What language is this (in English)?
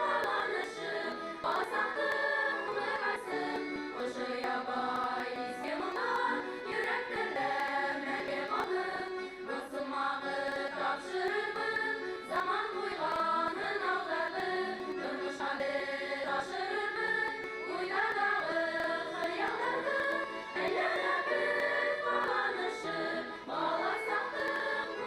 Bashkir